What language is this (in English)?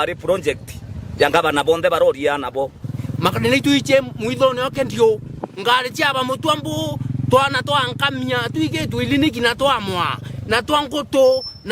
Meru